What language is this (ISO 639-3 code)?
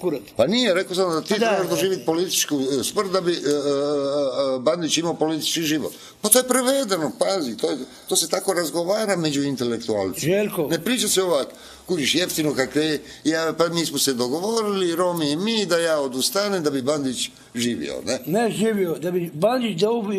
hrv